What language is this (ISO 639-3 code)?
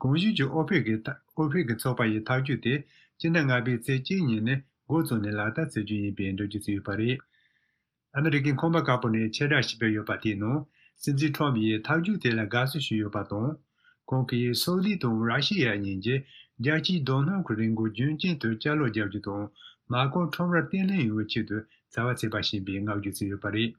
bod